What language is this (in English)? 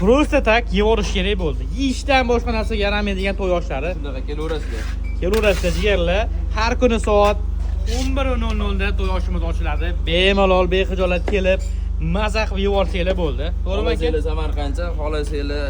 Uzbek